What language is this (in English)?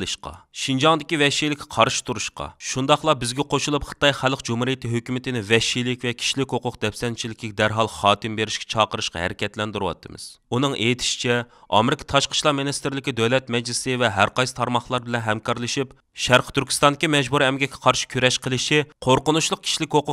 Uyghur